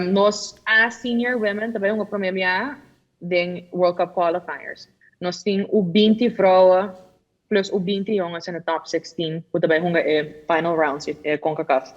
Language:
Papiamento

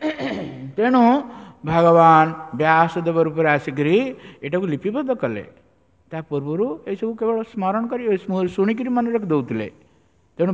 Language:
Odia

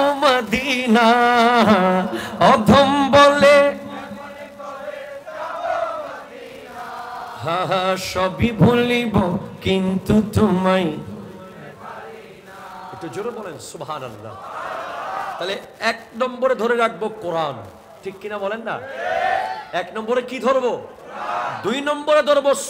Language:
Bangla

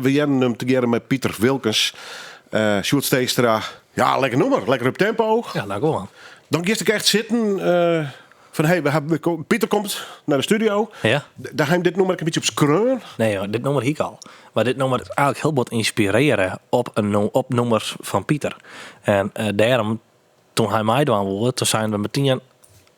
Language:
Western Frisian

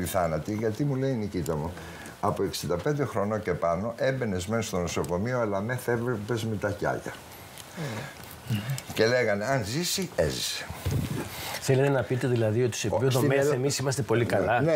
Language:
Greek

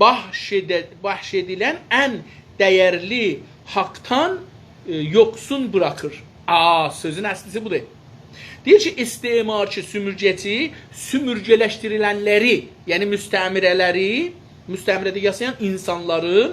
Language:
South Azerbaijani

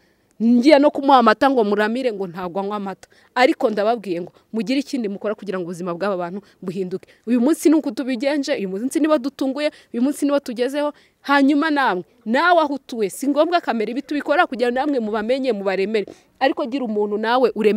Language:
Kinyarwanda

